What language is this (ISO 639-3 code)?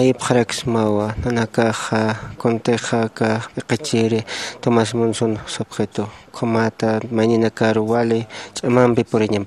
aym